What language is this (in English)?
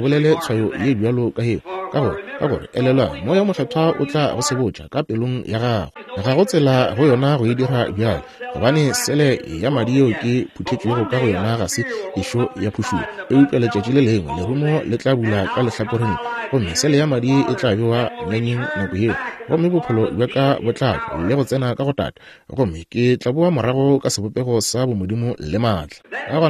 Northern Sotho